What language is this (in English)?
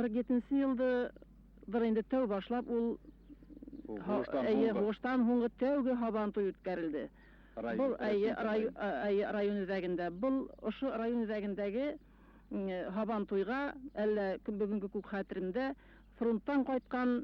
Bashkir